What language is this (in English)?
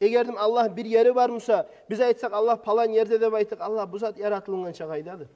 Kumyk